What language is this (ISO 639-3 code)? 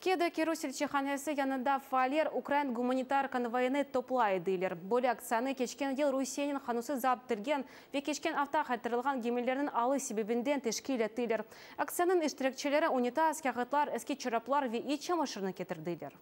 crh